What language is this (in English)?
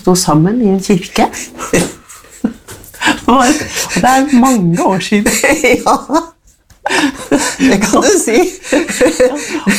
Norwegian